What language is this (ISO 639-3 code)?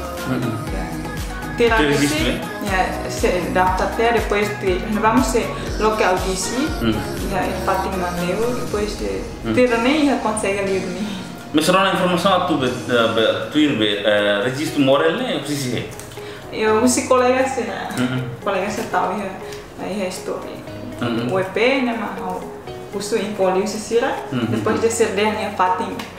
tet